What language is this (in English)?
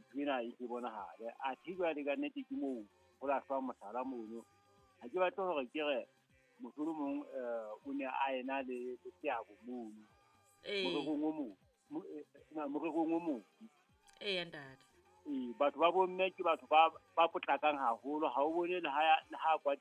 Southern Sotho